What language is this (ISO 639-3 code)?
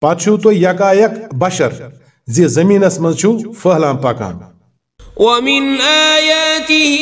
kas